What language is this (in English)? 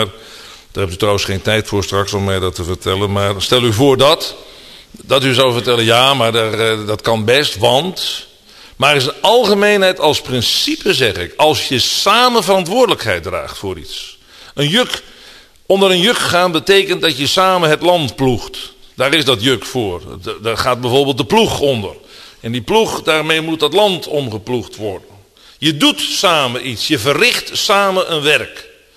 Dutch